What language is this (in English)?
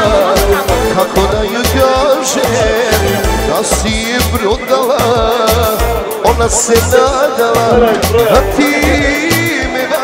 Croatian